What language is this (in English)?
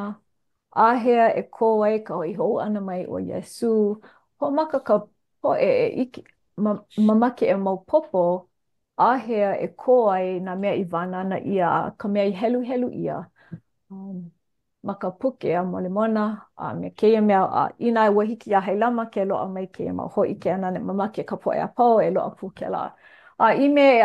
Hawaiian